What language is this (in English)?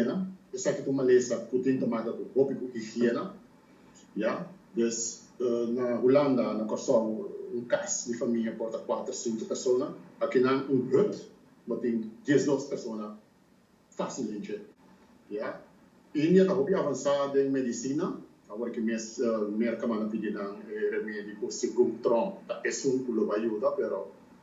Papiamento